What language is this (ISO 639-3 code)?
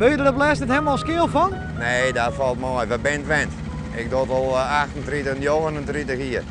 fry